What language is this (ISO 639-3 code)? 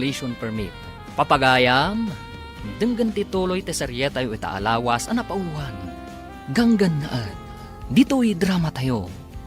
ilo